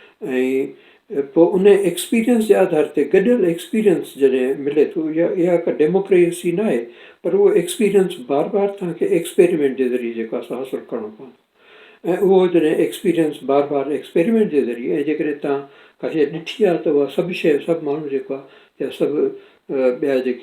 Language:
Sindhi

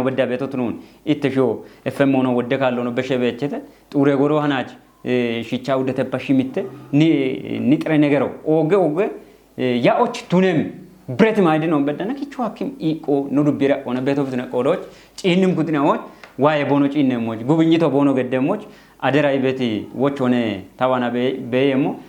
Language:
Kafa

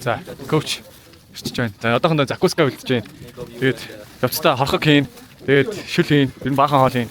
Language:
Mongolian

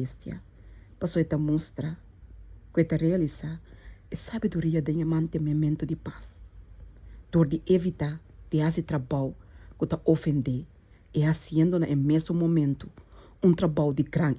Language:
Papiamento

